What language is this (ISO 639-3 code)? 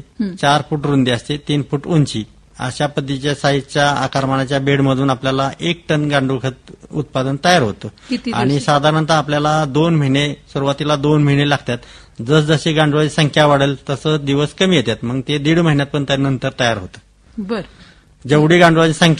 mar